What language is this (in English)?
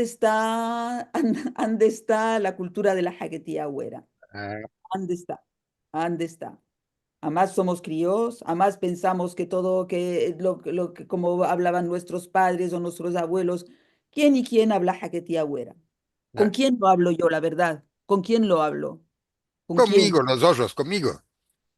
Ladino